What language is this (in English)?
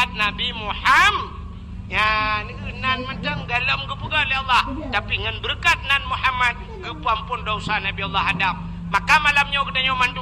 Achinese